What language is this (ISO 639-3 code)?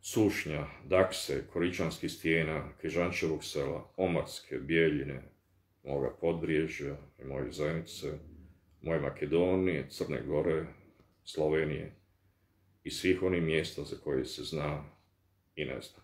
bos